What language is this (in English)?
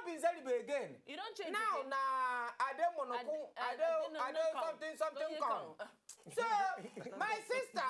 Nigerian Pidgin